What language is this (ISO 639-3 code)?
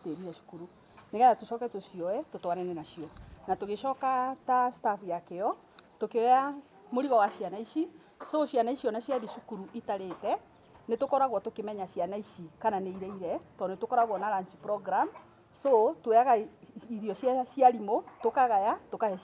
kik